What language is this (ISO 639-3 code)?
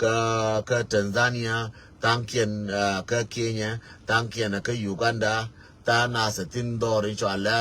nus